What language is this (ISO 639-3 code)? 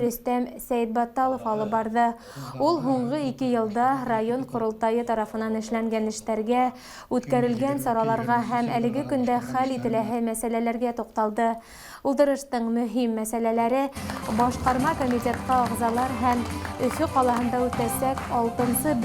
bak